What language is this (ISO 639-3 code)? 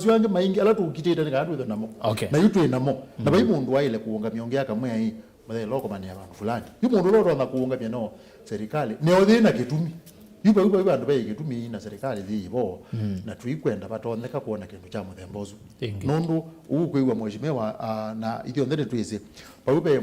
kam